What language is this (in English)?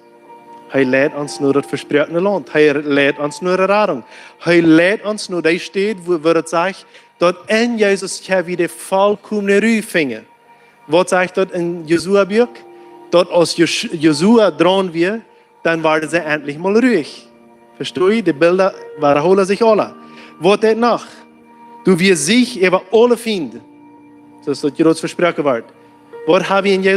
Plautdietsch